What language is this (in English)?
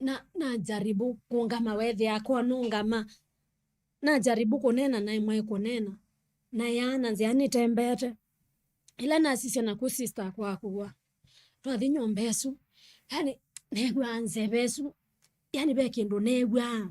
Kamba